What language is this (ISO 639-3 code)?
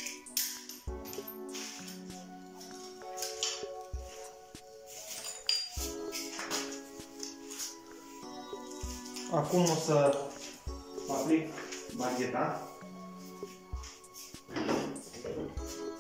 ron